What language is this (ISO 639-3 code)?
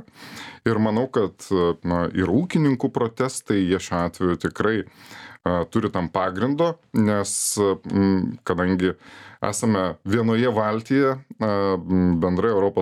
lit